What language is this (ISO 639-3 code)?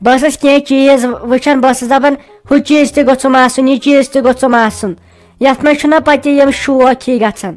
kas